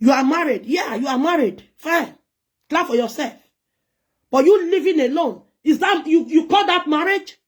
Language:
Nigerian Pidgin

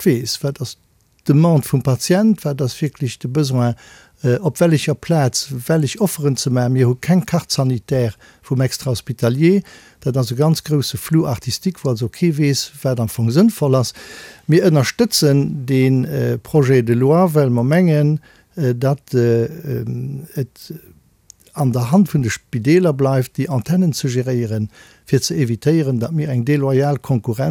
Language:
Luxembourgish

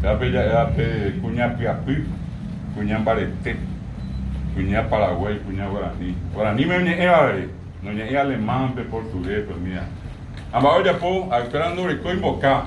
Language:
Guarani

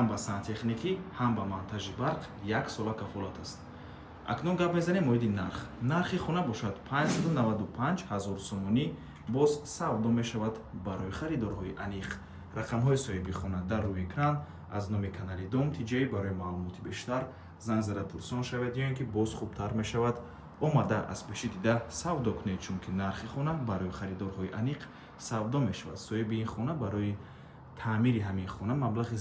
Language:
Tajik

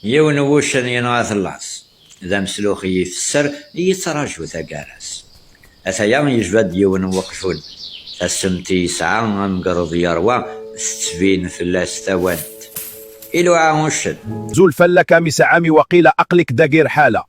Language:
Kabyle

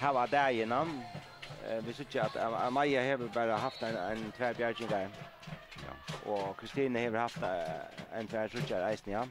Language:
Faroese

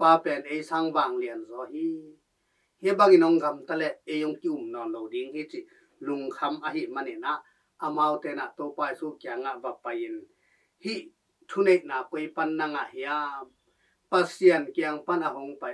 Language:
Tedim Chin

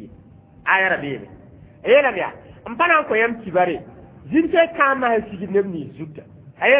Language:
Mossi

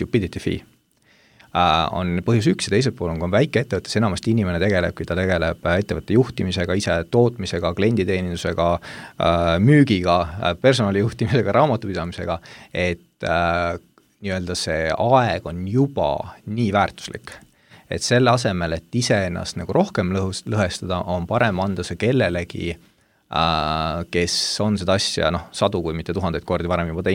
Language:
Estonian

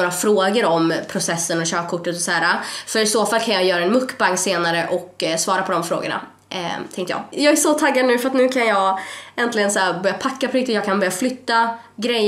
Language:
Swedish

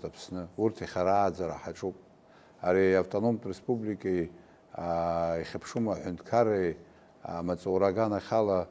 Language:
Abkhazian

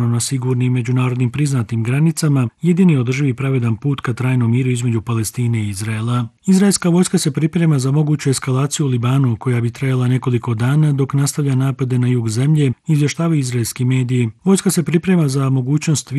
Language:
Bosnian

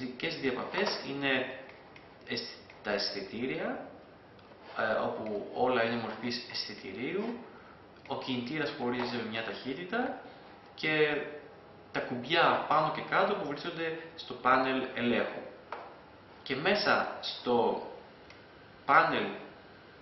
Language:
Greek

